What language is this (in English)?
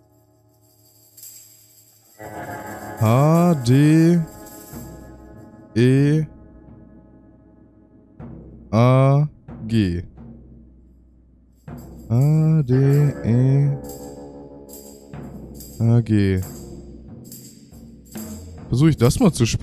German